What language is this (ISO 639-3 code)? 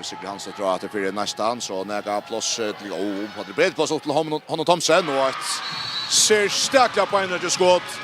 fao